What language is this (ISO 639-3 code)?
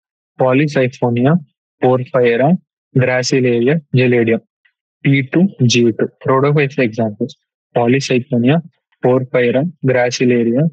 tel